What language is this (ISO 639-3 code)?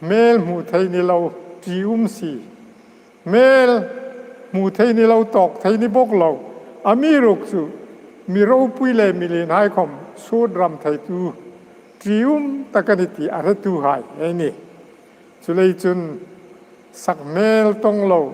hmr